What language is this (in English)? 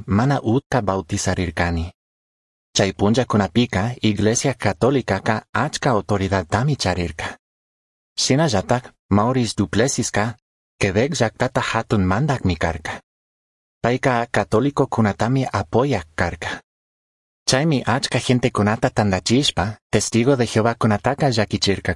Chimborazo Highland Quichua